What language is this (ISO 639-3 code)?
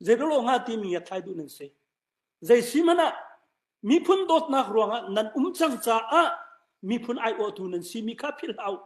cnh